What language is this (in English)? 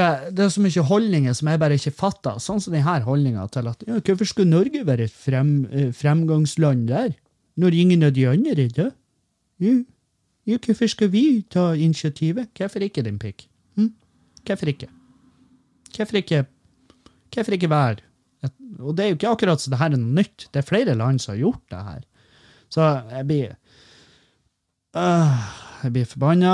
Norwegian